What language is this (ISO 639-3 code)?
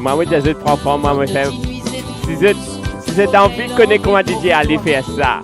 mfe